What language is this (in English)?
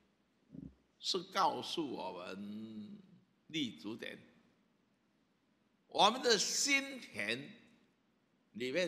Chinese